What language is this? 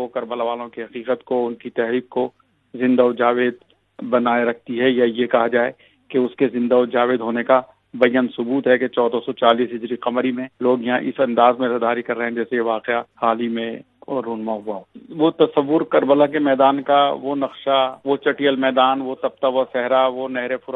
Urdu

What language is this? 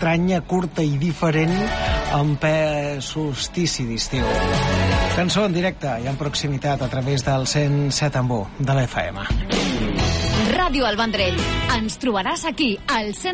Catalan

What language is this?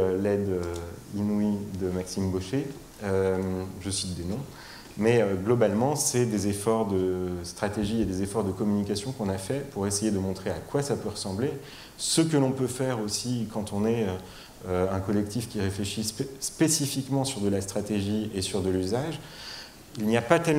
French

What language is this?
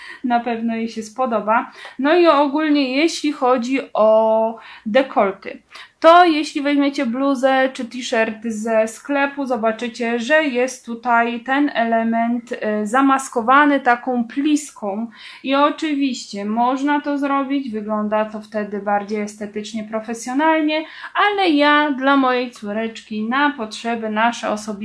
Polish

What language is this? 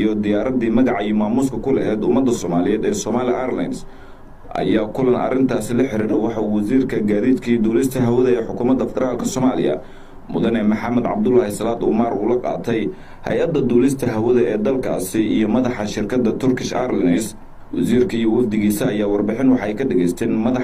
Somali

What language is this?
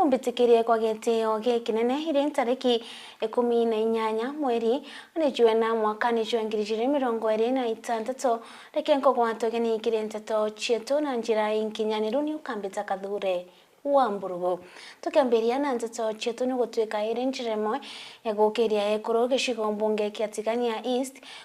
Meru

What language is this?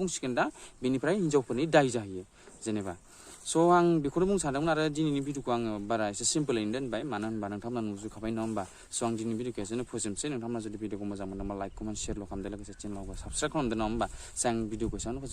Bodo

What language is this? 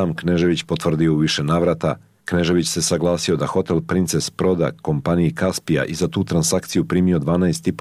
Croatian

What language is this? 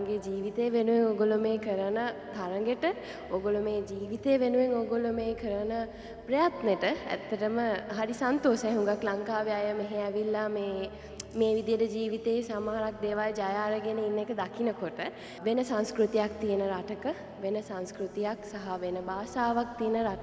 Sinhala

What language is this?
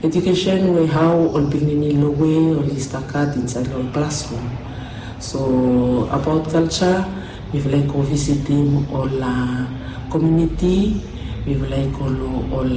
Bislama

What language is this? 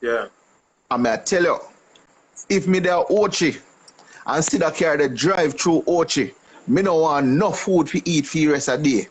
Jamaican Creole English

